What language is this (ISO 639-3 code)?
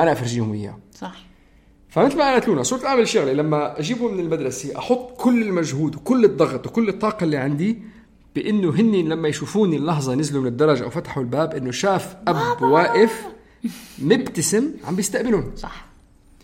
apc